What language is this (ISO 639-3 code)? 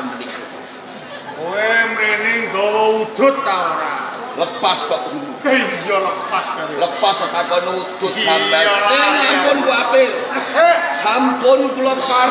jav